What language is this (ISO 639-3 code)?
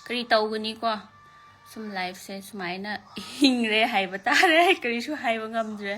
mni